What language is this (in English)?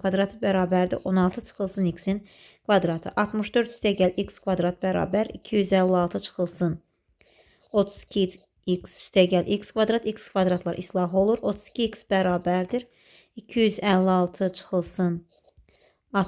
Azerbaijani